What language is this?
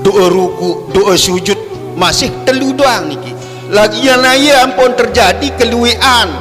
Sasak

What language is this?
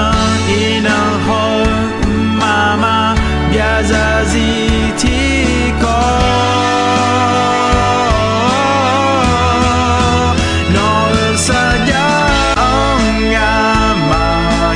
Akha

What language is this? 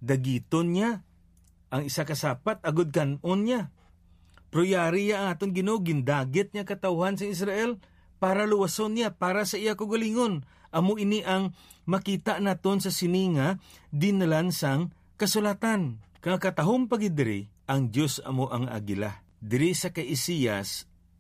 Hiligaynon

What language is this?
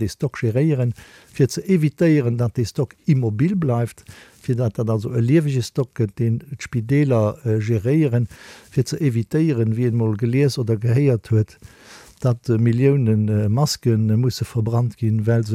Luxembourgish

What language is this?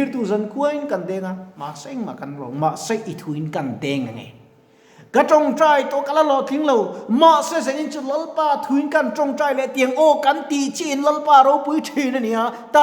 Mizo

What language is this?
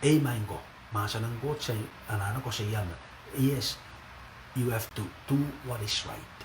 Pohnpeian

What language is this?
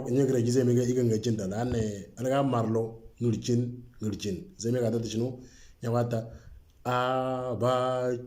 Moro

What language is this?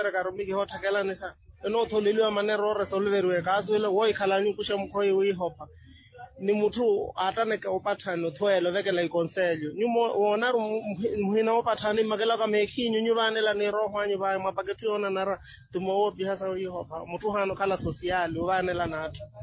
Makhuwa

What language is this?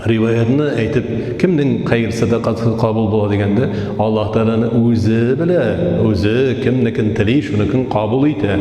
Tatar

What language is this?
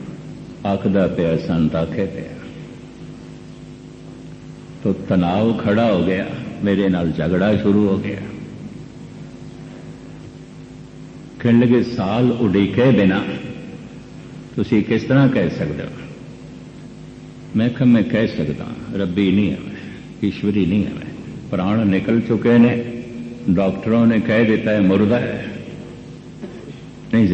Punjabi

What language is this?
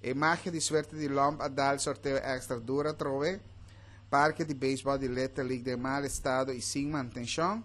Papiamento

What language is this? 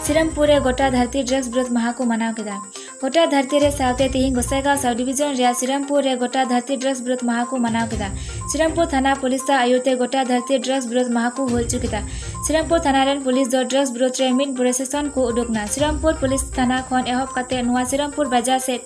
Santali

